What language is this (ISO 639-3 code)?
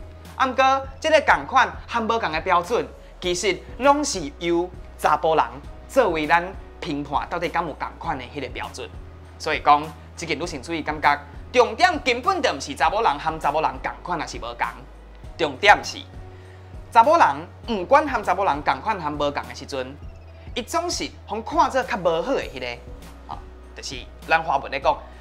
nan